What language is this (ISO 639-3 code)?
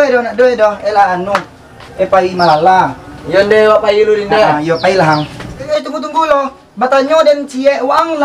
min